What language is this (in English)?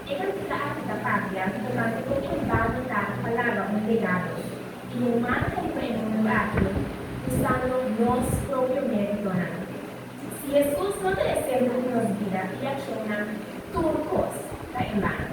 Papiamento